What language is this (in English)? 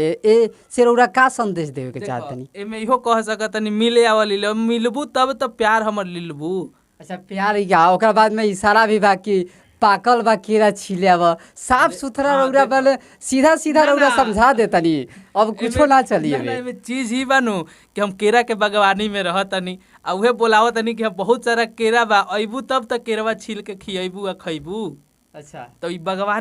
Bhojpuri